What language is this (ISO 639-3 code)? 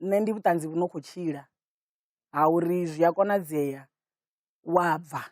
ven